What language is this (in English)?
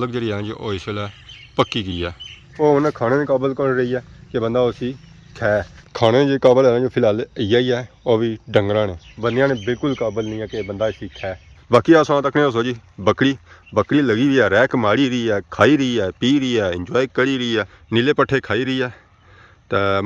Pahari-Potwari